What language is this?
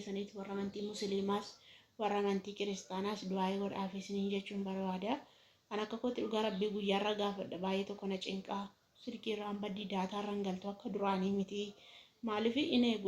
Oromo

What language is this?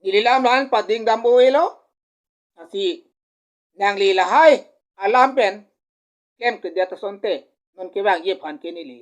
Karbi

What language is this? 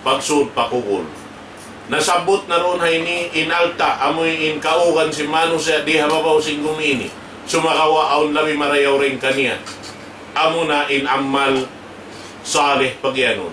Tausug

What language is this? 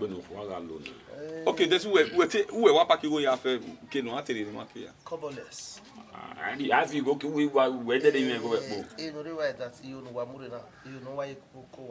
Bini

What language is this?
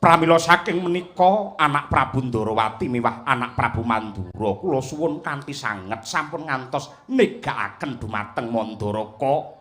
Javanese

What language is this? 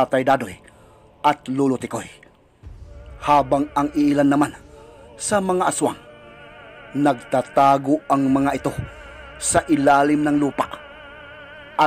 Filipino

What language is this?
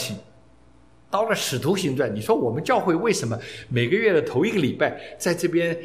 Chinese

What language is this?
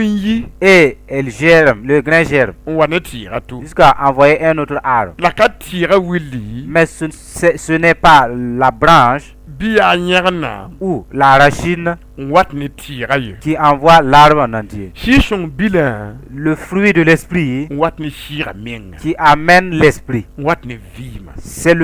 Mossi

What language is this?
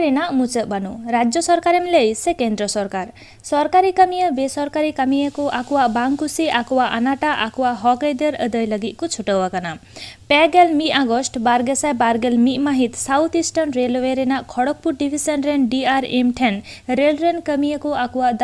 Santali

